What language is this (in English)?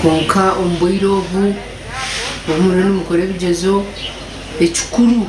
Nyankole